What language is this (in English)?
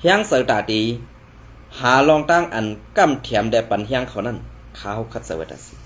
Shan